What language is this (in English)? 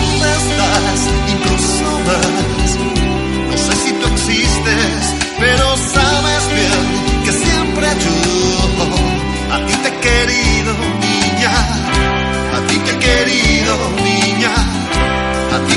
Spanish